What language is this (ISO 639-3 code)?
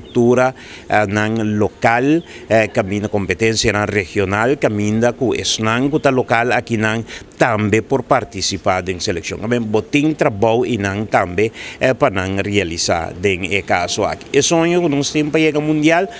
pap